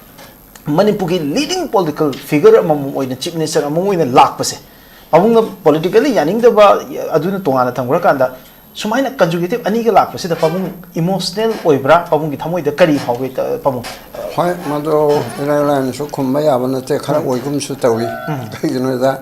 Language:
Manipuri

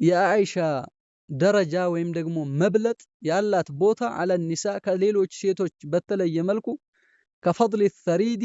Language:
Amharic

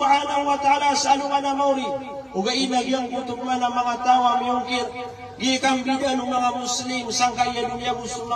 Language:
Maranao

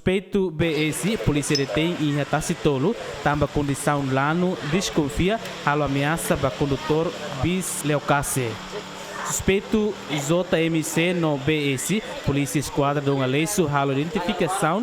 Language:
Tetum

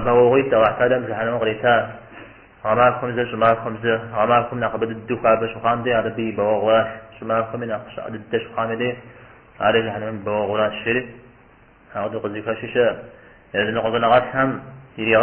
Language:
Kabardian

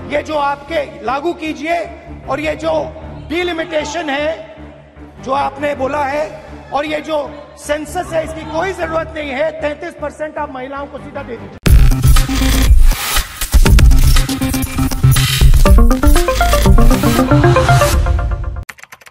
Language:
Hindi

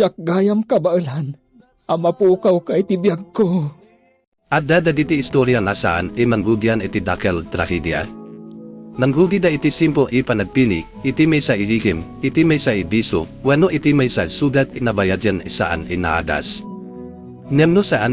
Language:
Iloko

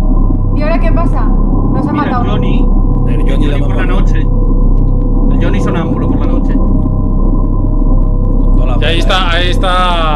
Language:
Spanish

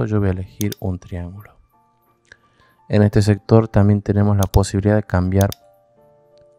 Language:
Spanish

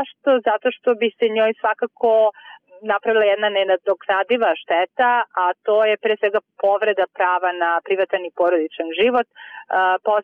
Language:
Bosnian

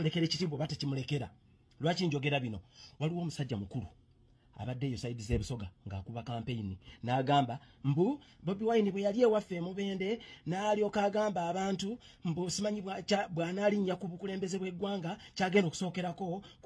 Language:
Ganda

